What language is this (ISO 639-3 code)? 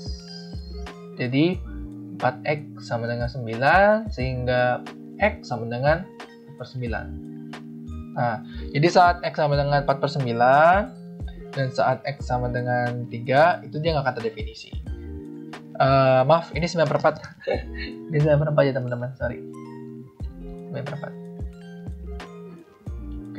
ind